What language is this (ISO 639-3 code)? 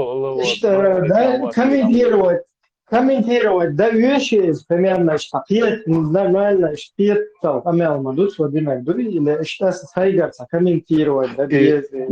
che